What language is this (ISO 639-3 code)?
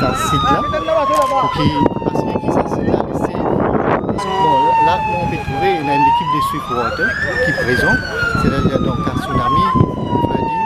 mfe